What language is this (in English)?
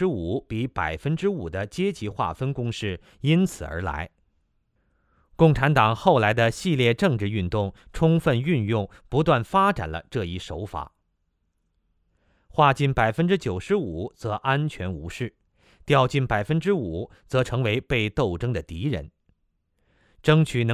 Chinese